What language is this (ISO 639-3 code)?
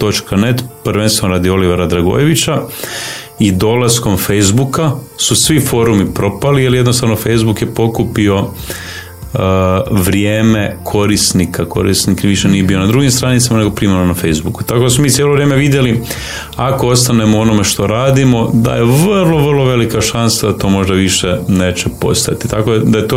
hrv